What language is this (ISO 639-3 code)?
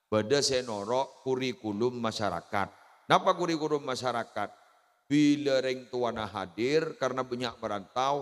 mad